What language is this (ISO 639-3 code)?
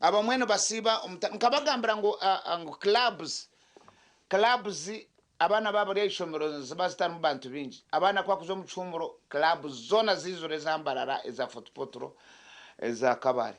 nyn